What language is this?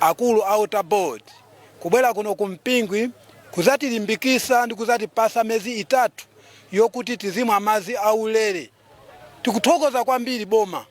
Nyanja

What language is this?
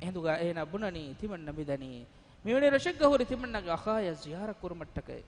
Divehi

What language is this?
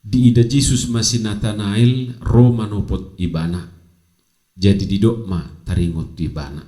Batak Toba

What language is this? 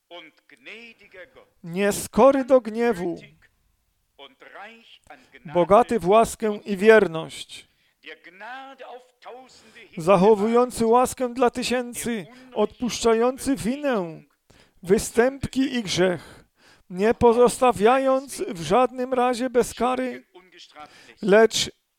Polish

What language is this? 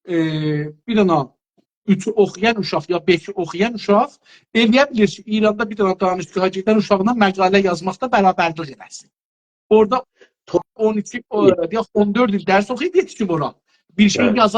South Azerbaijani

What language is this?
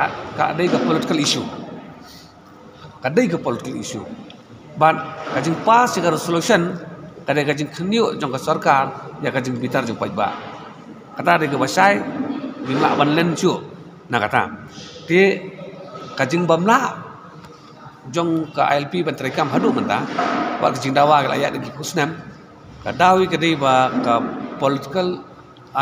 Khasi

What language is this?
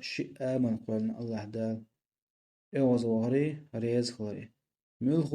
Chechen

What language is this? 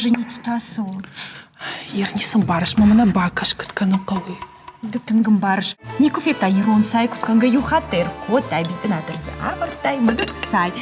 Ossetic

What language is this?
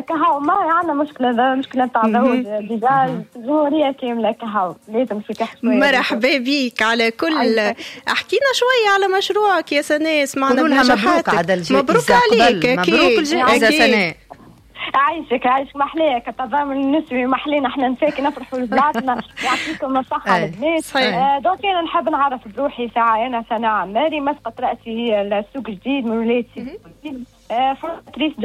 Tunisian Arabic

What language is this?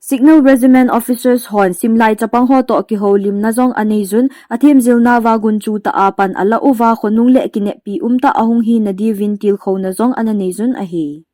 Thado Chin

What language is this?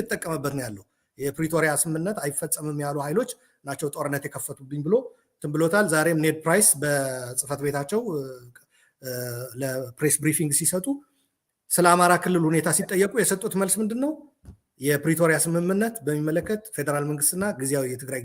Amharic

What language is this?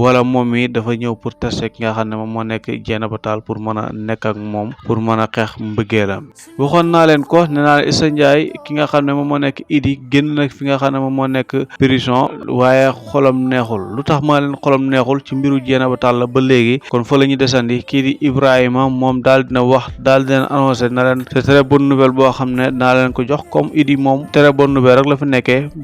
Wolof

